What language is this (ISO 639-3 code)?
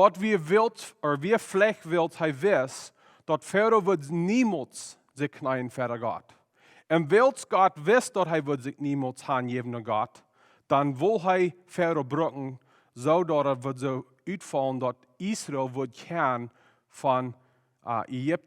pdt